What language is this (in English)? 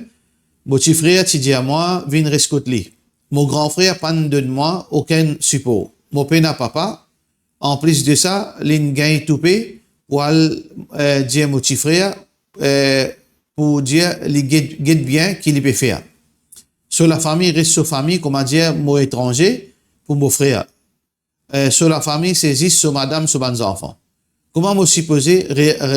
Morisyen